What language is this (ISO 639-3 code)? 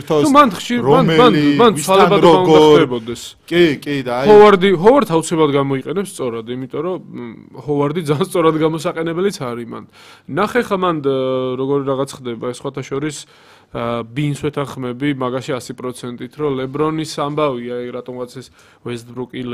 kat